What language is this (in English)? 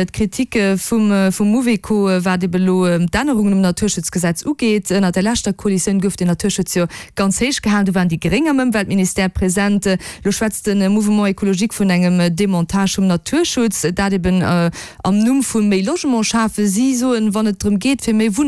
Luxembourgish